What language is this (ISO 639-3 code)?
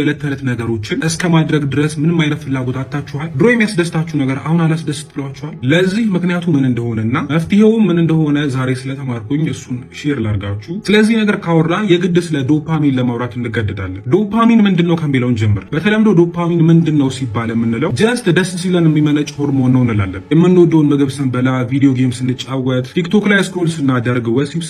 amh